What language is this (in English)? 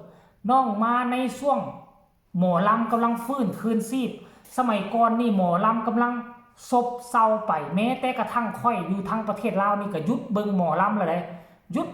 Northeastern Thai